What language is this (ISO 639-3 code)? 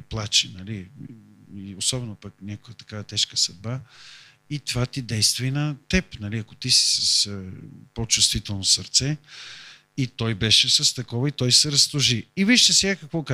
bul